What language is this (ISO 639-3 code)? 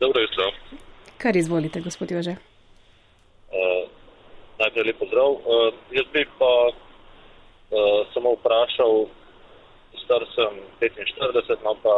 slv